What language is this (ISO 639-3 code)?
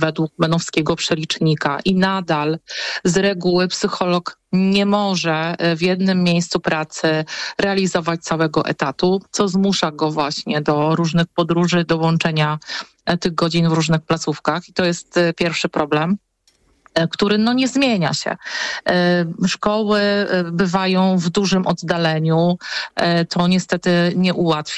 pol